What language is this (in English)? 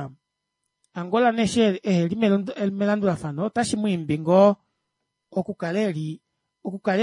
Kuanyama